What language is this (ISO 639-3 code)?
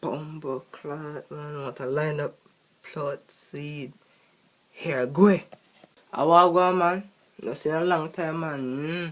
jam